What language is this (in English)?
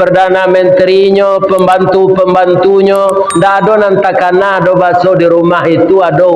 Minangkabau